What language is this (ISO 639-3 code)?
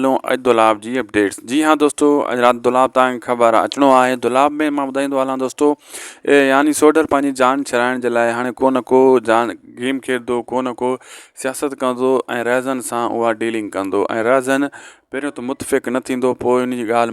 snd